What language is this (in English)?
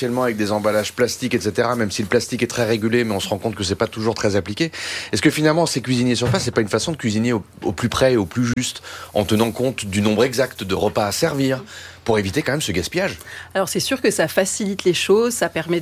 French